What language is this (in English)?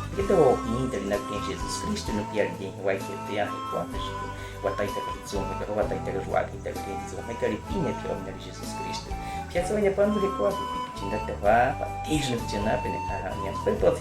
Baniwa